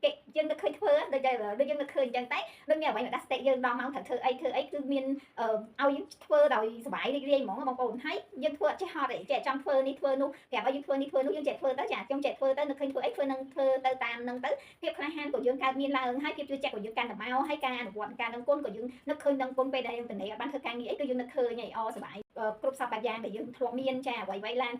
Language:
Khmer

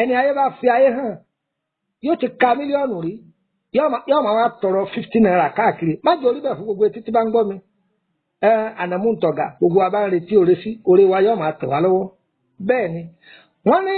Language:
Yoruba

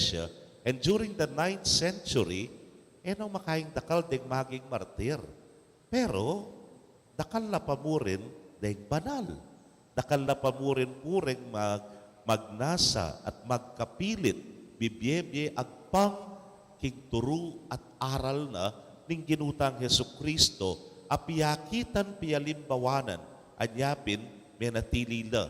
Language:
Pampanga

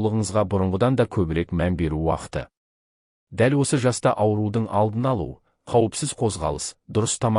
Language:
Kazakh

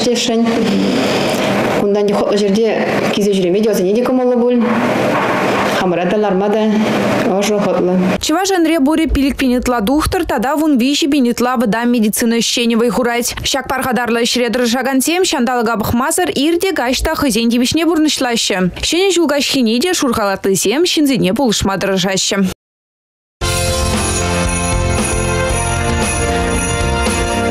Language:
Chuvash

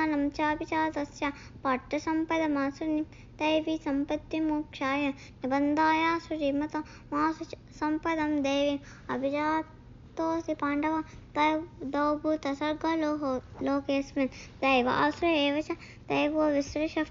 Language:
Sanskrit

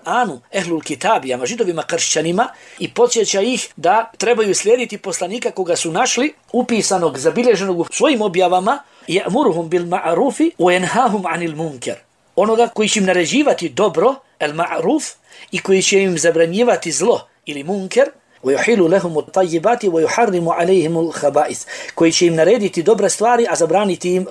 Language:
Bosnian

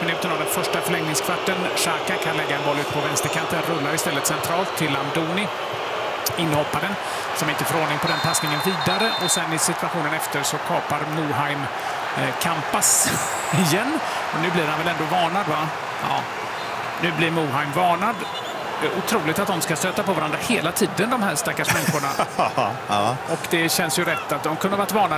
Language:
Swedish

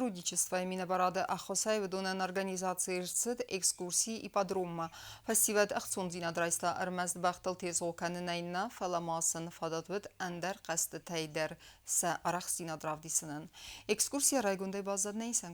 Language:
Ossetic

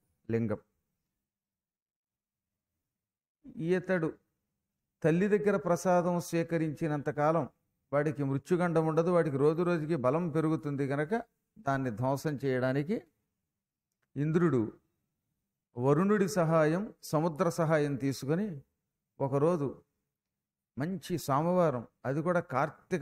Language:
Telugu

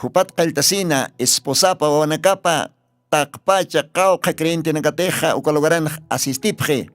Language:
Aymara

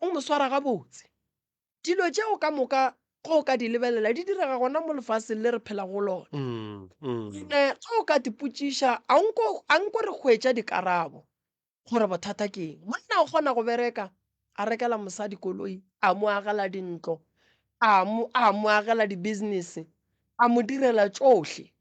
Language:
Northern Sotho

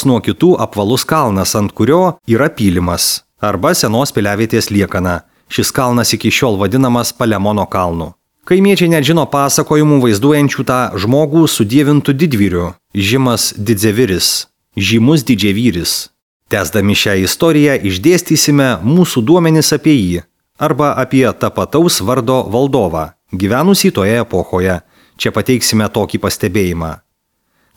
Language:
Lithuanian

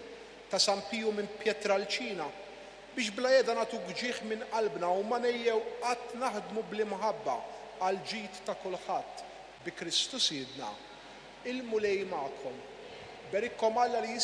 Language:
Maltese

